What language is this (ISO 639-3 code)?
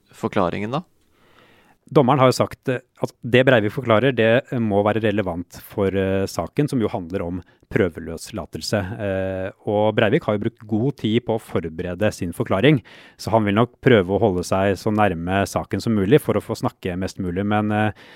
nor